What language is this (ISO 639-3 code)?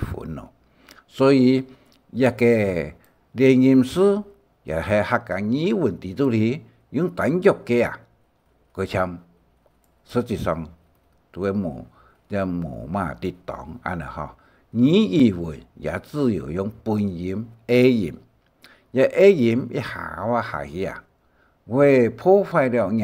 hak